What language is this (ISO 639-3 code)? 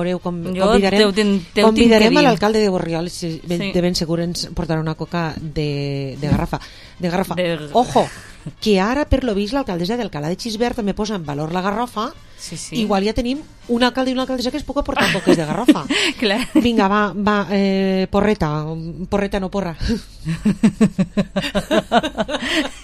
cat